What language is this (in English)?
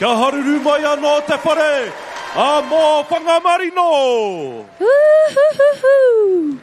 Māori